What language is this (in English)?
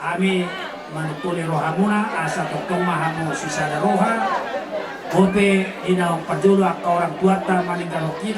Batak Toba